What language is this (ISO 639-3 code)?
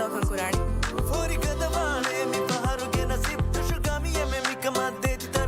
div